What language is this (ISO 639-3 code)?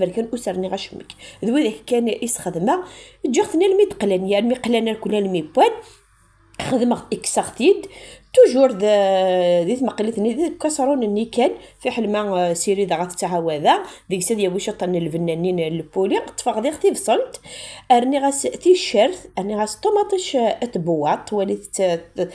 kab